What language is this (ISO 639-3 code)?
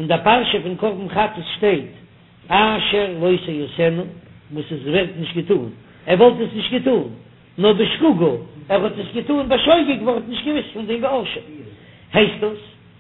yid